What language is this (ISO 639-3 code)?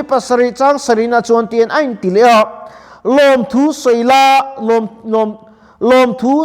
lus